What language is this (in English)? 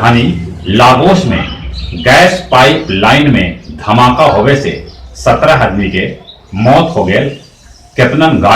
Magahi